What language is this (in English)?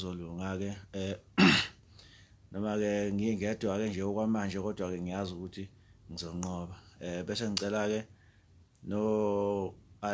Zulu